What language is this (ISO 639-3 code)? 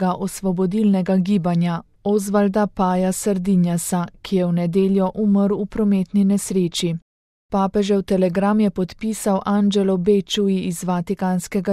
slv